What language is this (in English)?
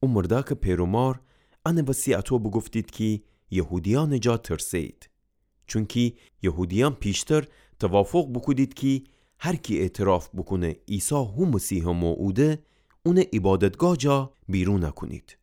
Gilaki